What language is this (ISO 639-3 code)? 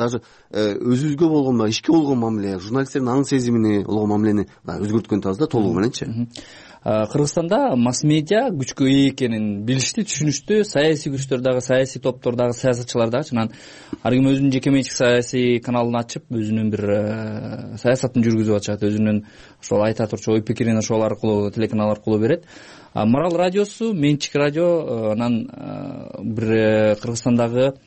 kir